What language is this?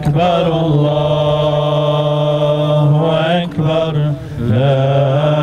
Bosnian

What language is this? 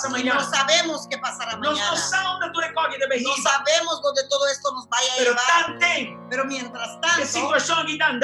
Papiamento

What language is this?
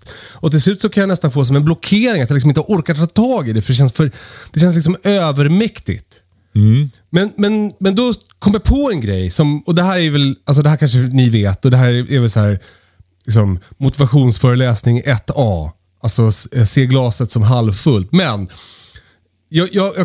Swedish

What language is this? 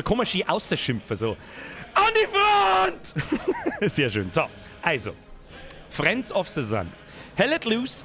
Bavarian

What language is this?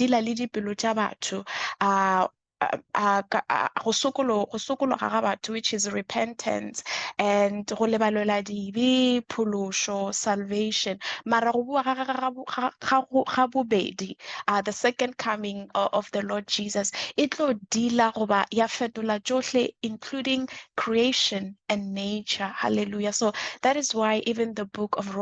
Northern Sotho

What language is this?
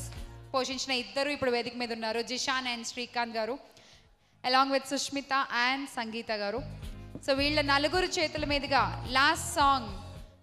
Telugu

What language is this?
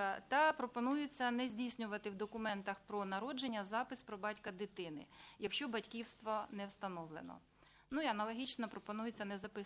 Ukrainian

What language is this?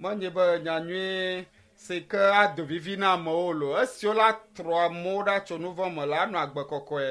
Ewe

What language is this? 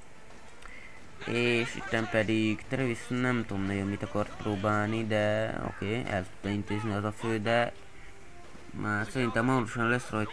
Hungarian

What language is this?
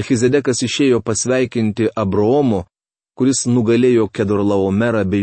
Lithuanian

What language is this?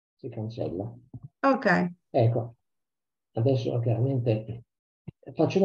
Italian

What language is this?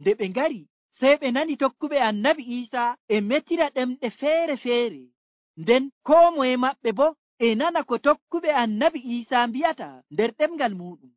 Nigerian Fulfulde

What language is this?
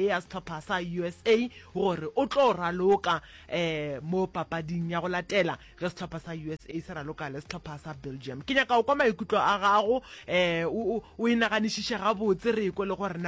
Northern Sotho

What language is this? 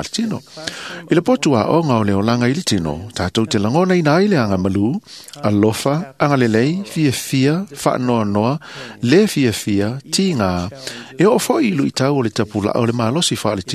Samoan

